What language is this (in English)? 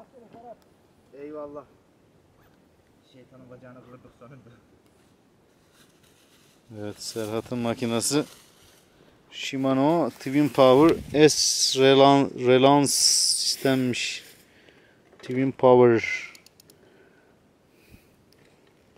Turkish